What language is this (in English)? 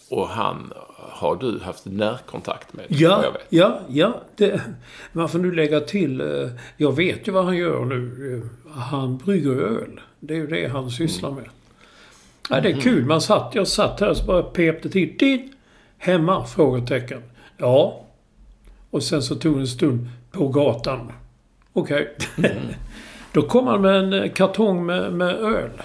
Swedish